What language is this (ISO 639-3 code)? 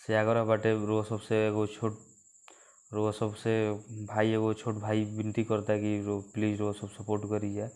bho